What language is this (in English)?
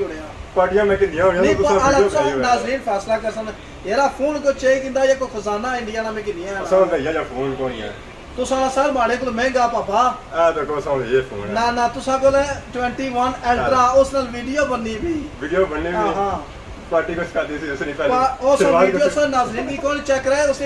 Pahari-Potwari